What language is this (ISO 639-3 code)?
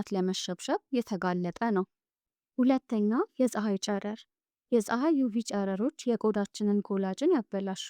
amh